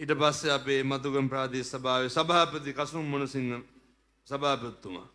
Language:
Sinhala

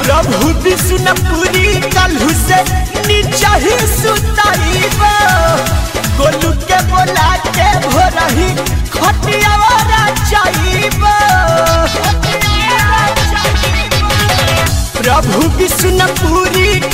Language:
Bhojpuri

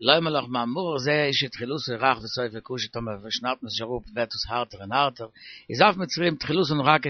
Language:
Yiddish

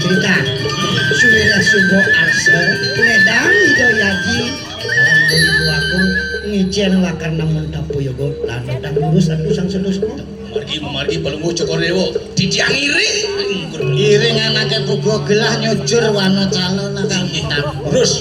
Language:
Balinese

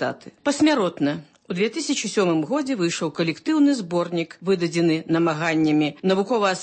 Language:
Belarusian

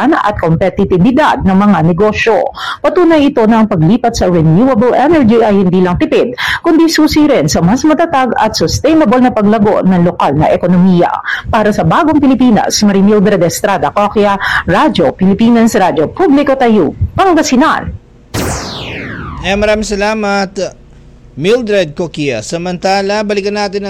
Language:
Filipino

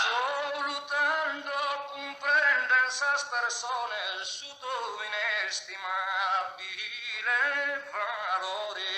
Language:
Sardinian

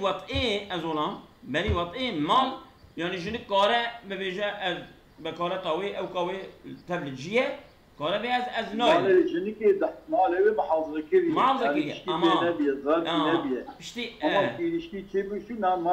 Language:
Kurdish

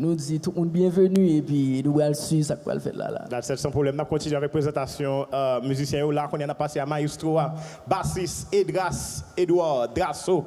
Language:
Haitian Creole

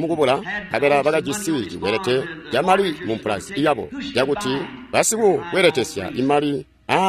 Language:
Tonga (Zambia)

